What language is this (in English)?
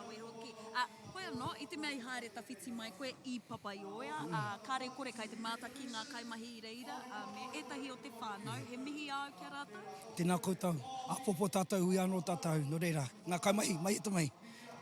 Māori